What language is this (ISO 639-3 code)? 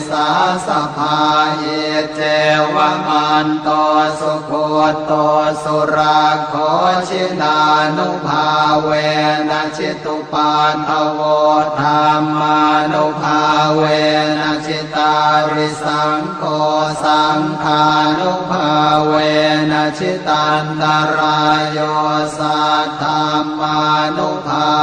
pli